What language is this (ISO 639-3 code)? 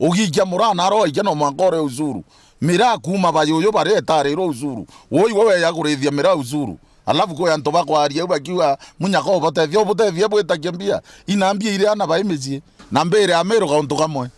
mer